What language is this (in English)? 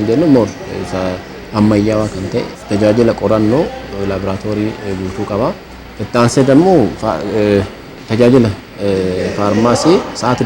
Oromo